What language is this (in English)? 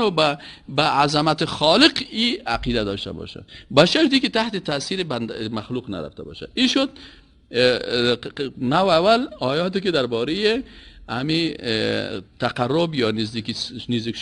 Persian